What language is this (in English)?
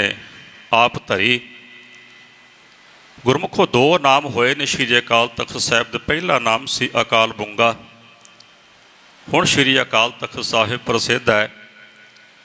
Punjabi